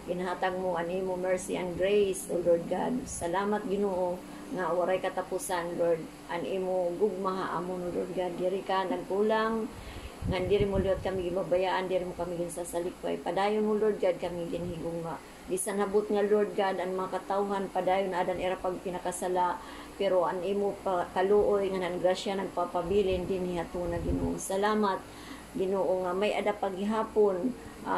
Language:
Waray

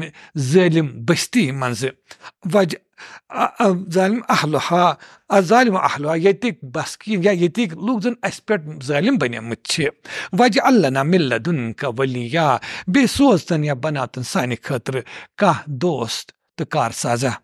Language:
Kashmiri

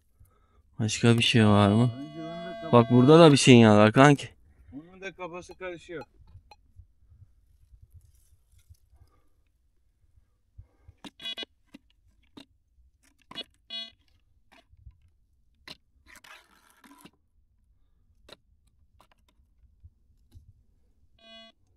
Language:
Turkish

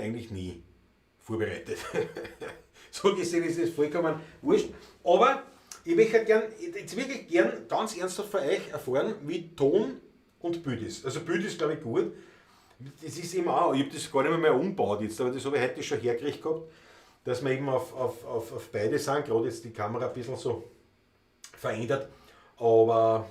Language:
Bavarian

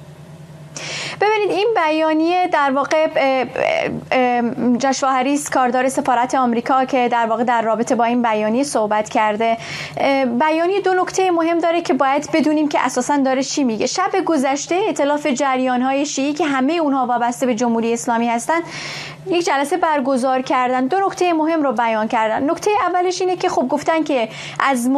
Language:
Persian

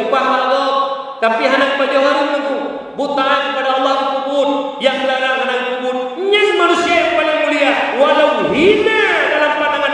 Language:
Achinese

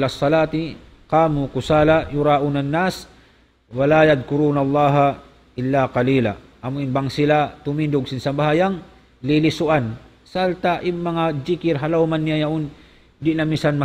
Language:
Tausug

